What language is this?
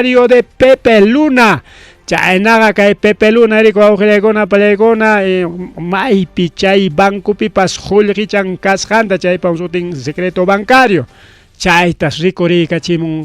Ayacucho Quechua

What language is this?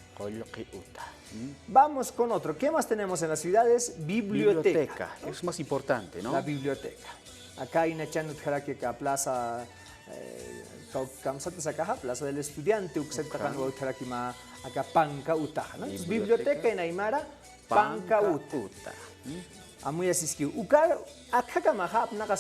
Aymara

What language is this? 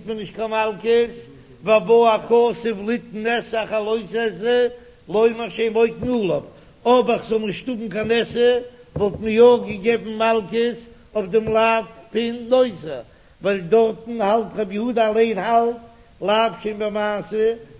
Yiddish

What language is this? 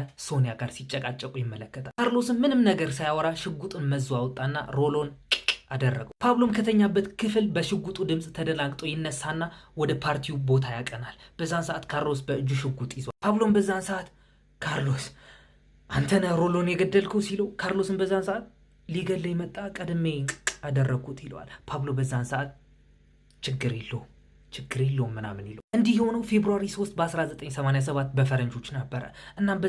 Amharic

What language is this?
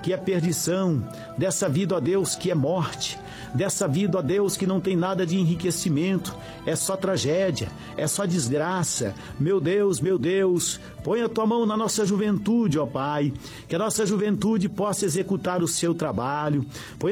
Portuguese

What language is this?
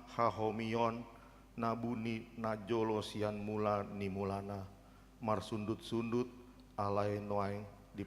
Batak Toba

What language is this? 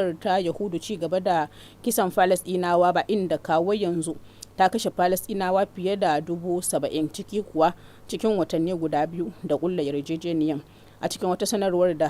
Hausa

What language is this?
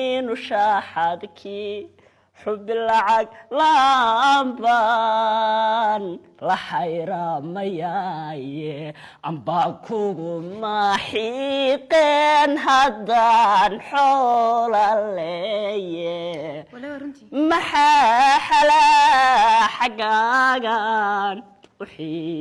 Somali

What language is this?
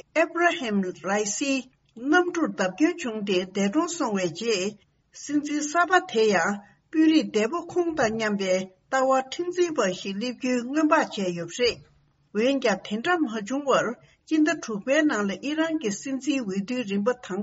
Tibetan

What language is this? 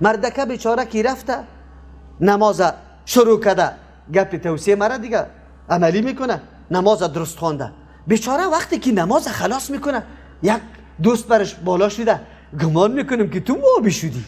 Persian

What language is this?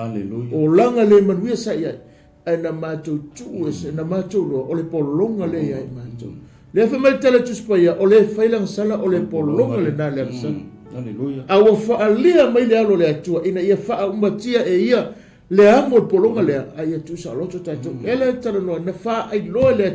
Samoan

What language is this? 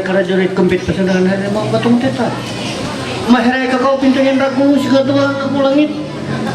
Ma'anyan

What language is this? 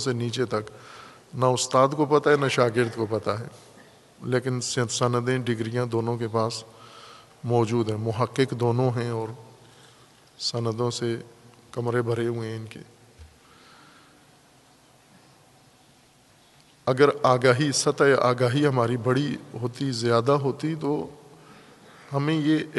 Urdu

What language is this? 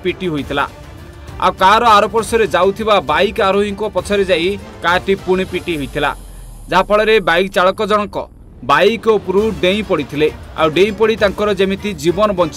Odia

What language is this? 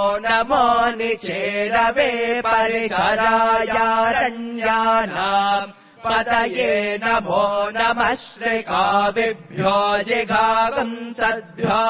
Sanskrit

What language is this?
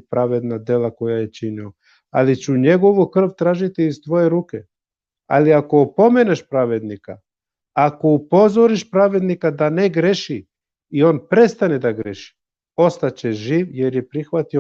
Balkan Romani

